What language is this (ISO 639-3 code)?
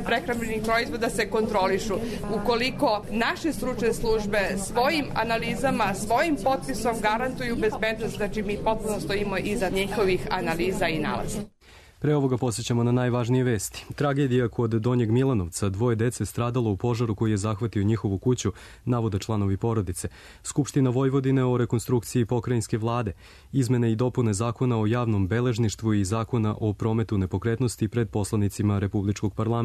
srp